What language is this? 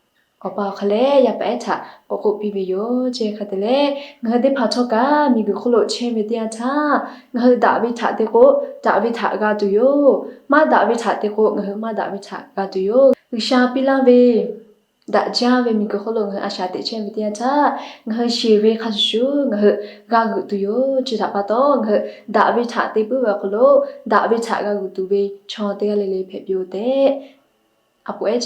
Lahu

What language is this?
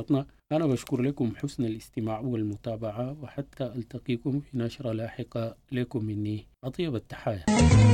Arabic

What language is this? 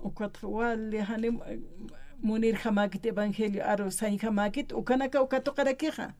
Aymara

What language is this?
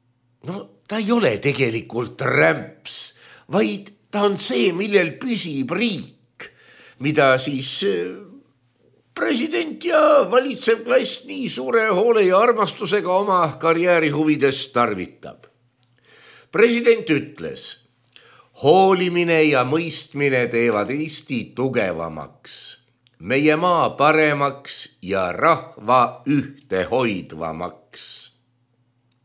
Estonian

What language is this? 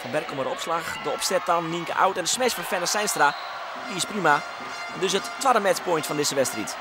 Western Frisian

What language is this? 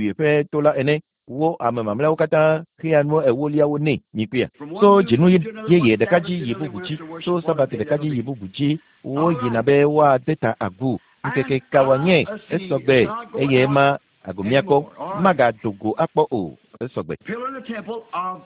Ewe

